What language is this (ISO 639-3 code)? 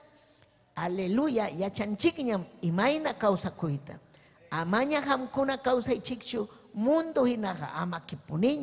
quy